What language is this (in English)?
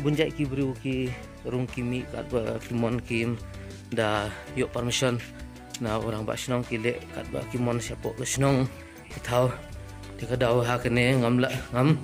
Khasi